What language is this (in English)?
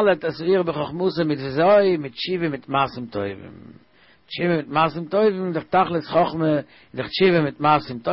Yiddish